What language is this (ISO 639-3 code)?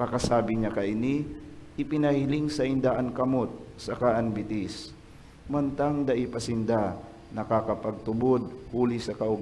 bik